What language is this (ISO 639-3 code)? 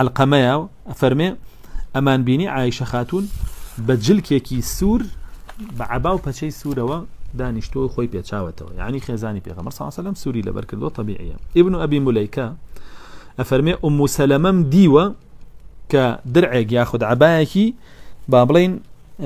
ckb